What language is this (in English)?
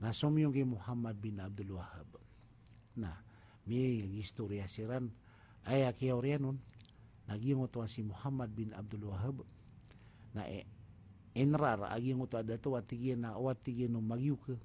Maranao